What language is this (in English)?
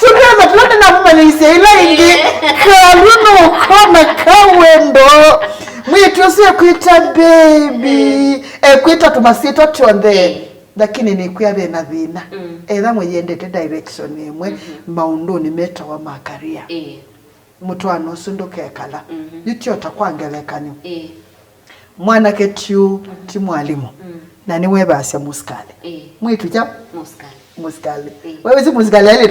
Kamba